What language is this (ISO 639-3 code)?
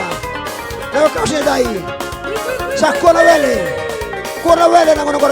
fij